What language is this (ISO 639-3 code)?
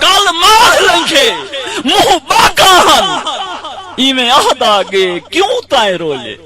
skr